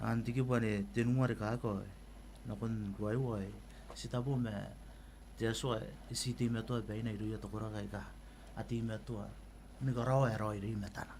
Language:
Gilbertese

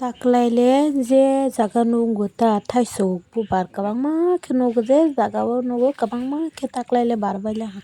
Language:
Kok Borok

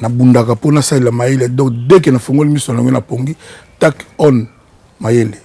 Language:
Lingala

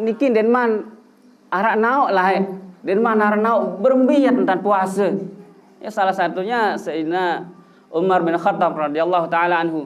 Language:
Sasak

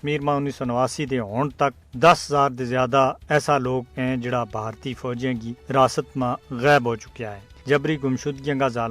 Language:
Gujari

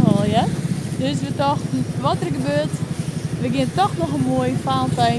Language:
Western Frisian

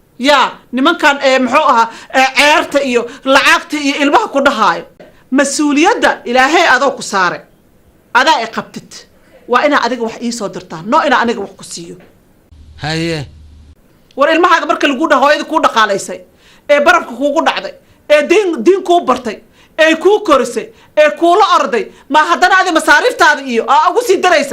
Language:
Somali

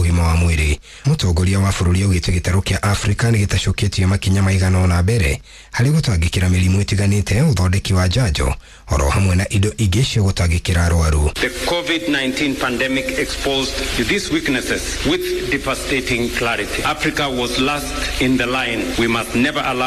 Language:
Kikuyu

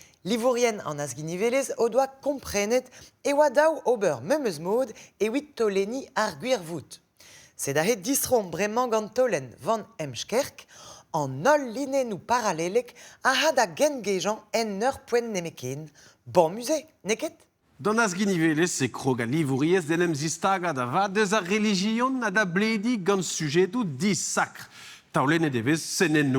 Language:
Breton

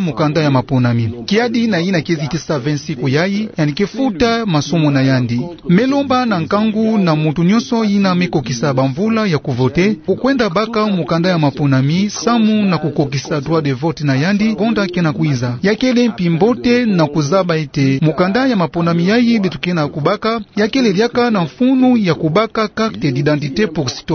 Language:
Kituba (Democratic Republic of Congo)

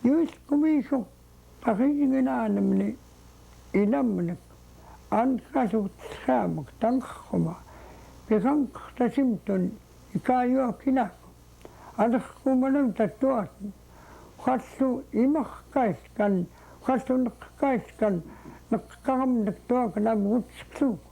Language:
Central Yupik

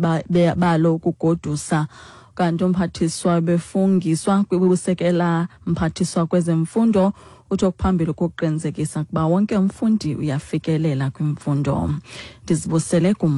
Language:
Xhosa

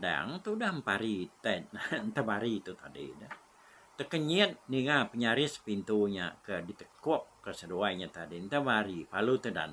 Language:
Iban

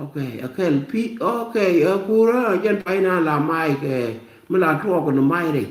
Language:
Nuer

